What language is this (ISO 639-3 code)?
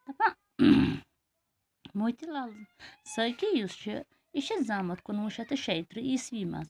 kas